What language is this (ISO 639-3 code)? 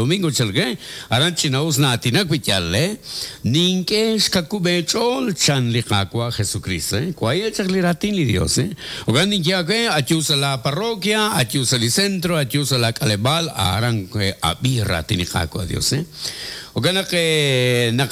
kek